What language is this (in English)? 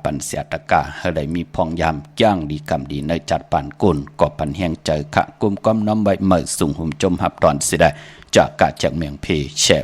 Shan